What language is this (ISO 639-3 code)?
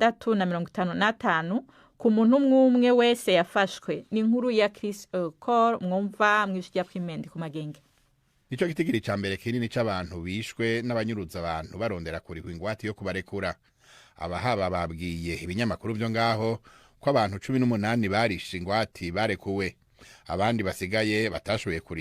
run